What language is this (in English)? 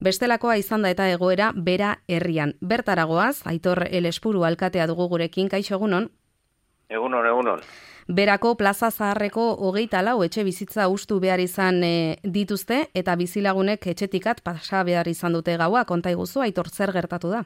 Basque